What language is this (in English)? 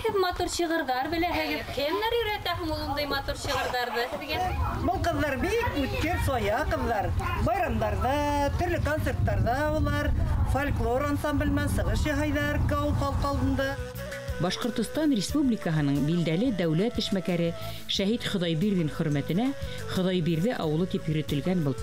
Bashkir